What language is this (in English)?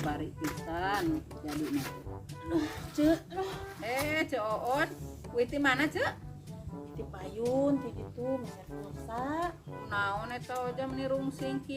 Sundanese